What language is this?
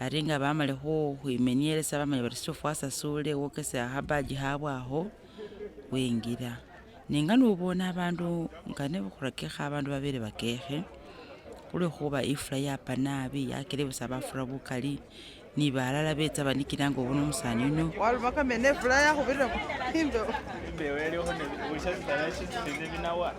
Masaaba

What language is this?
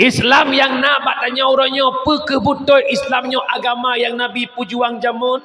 Achinese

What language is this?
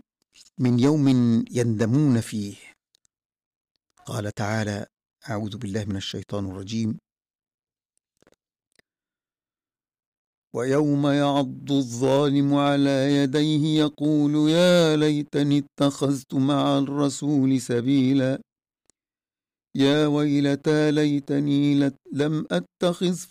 Arabic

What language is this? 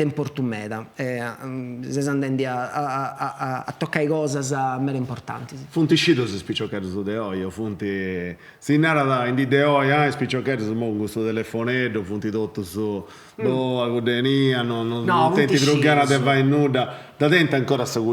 Sardinian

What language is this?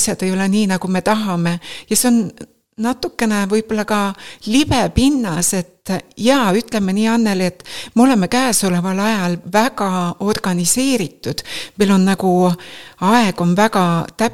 Estonian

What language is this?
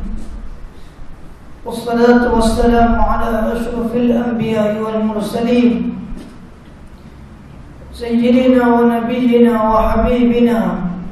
Malay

